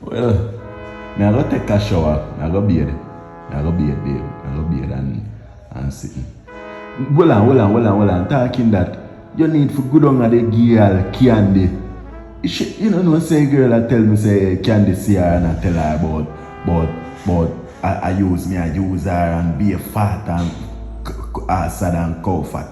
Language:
Jamaican Creole English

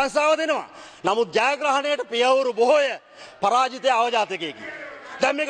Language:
Sinhala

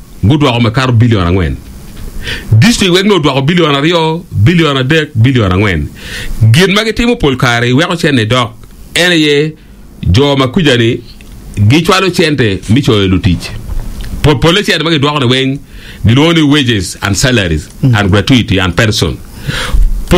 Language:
Acoli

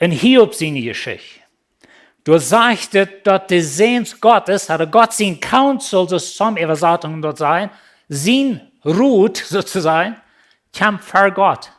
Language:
Plautdietsch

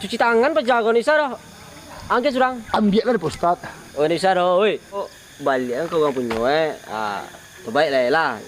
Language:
Minangkabau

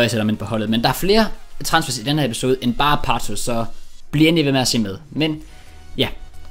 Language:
Danish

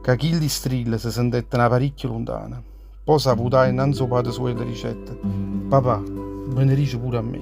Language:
Neapolitan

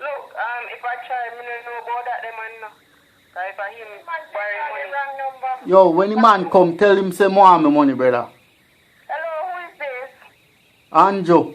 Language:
Jamaican Creole English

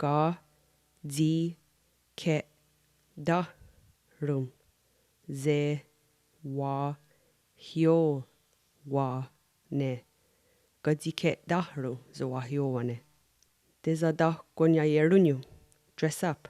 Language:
Mohawk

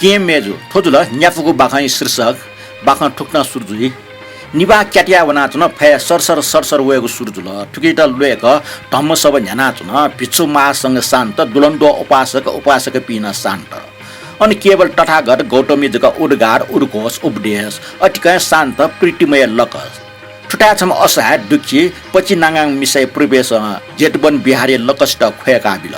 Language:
Newari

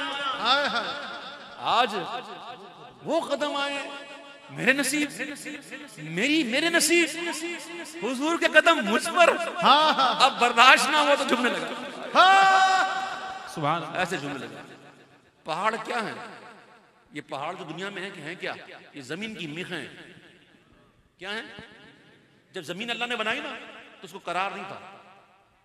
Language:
Urdu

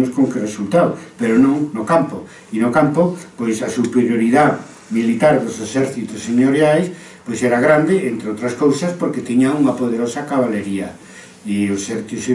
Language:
Galician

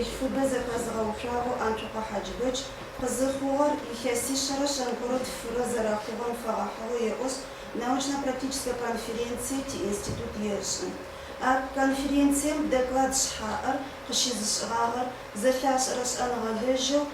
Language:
Adyghe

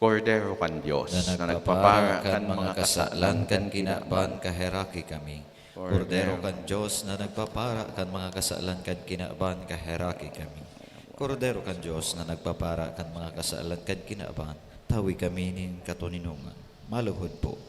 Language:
Bikol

